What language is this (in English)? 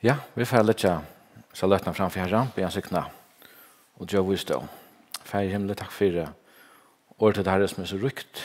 Faroese